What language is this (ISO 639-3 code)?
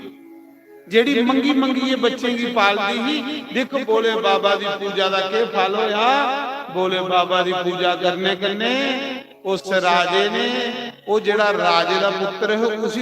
doi